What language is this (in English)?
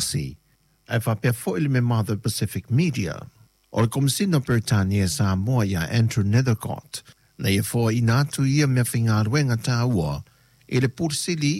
Samoan